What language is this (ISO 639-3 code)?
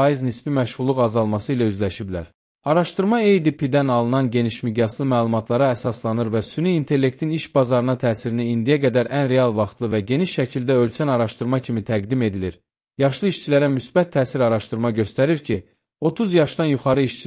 aze